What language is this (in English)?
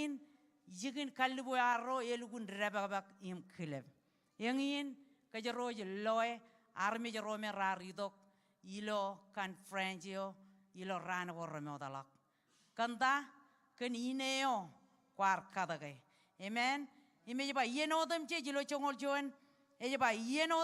Marshallese